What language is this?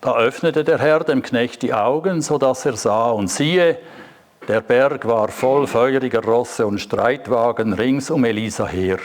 Swiss German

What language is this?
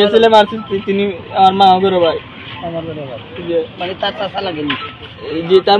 Sylheti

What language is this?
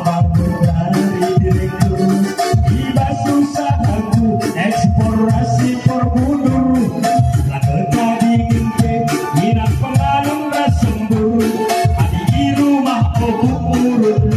Batak Karo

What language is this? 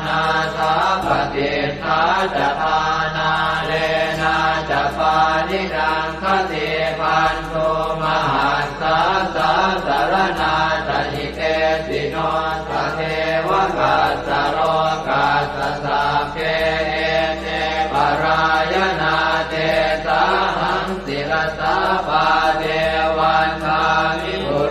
Pali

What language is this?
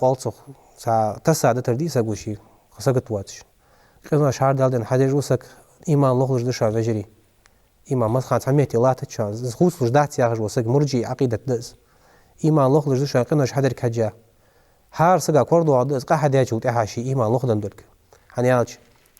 Ingush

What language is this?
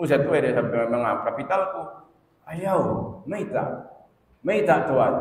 Tausug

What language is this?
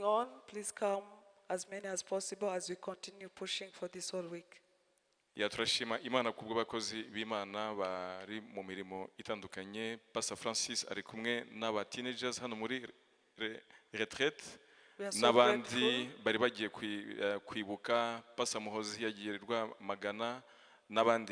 Kinyarwanda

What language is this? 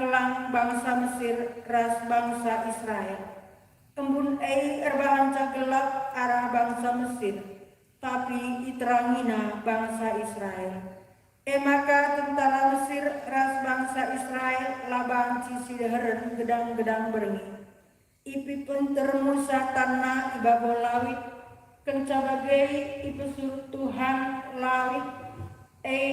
Batak Karo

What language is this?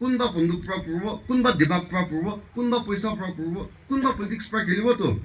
Naga Pidgin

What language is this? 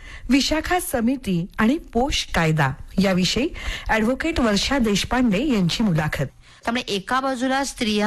Marathi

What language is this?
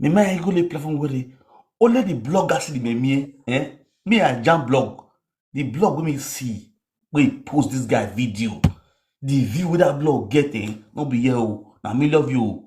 Nigerian Pidgin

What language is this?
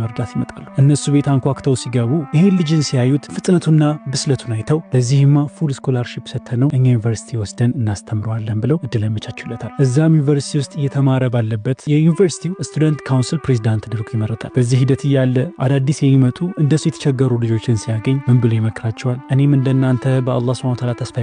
Amharic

